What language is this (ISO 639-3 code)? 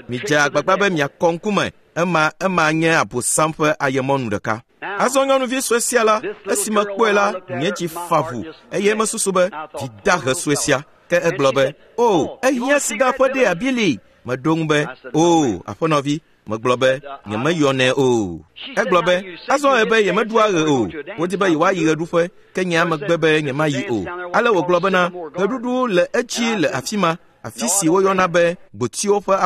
ewe